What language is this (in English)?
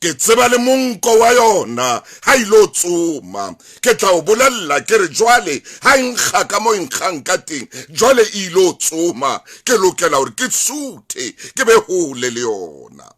Southern Sotho